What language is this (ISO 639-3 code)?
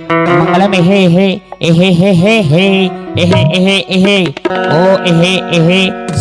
hne